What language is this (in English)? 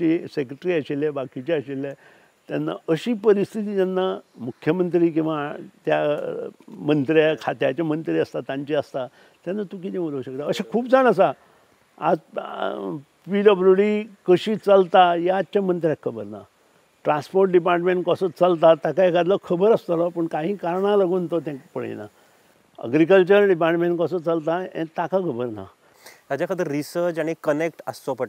Konkani